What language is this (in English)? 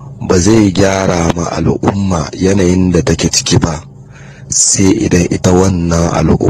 Hausa